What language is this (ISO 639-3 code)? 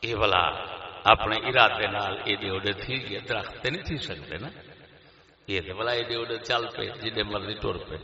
skr